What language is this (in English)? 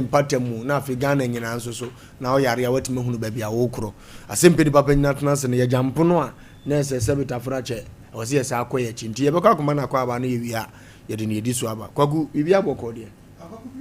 Akan